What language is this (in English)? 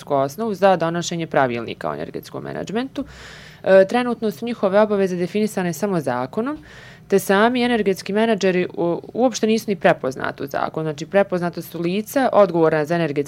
Serbian